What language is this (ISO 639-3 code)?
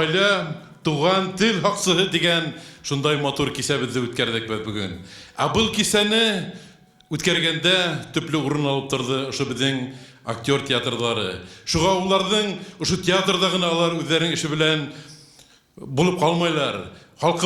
bak